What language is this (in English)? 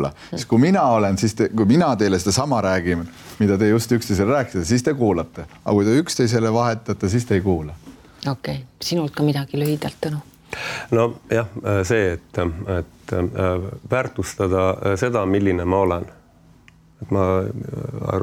Estonian